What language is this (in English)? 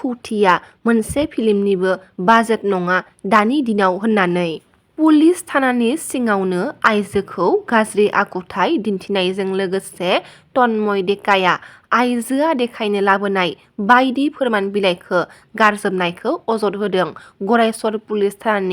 Bodo